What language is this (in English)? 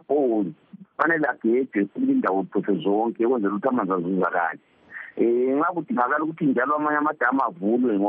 North Ndebele